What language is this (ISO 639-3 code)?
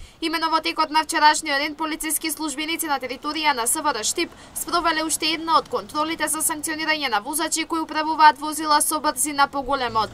mkd